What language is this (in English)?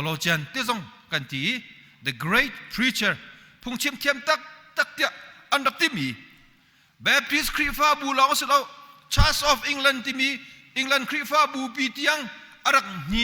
Hakha Chin